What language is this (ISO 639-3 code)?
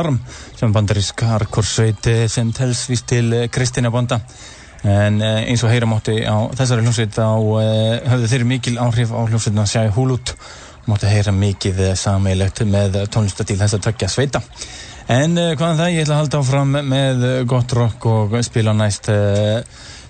isl